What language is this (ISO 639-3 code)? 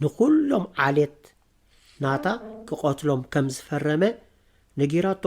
tir